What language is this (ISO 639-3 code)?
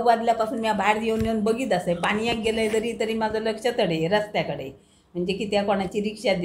kok